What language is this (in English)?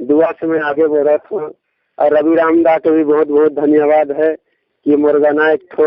Sadri